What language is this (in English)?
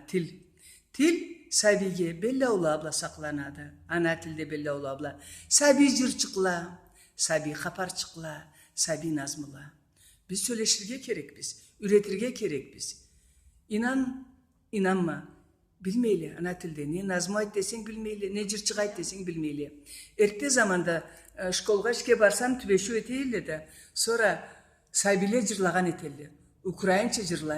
Karachay-Balkar